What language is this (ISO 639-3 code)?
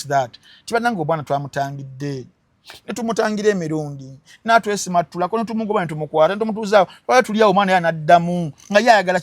lug